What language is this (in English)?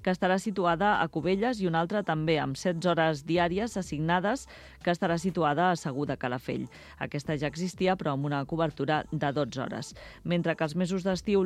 Catalan